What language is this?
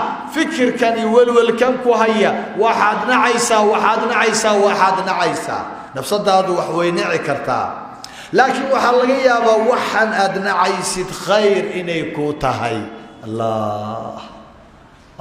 Somali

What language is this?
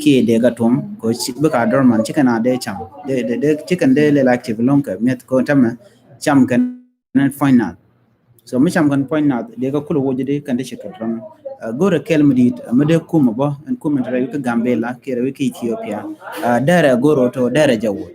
Nuer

